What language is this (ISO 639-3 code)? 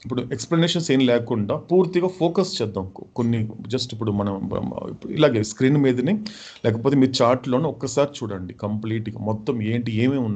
tel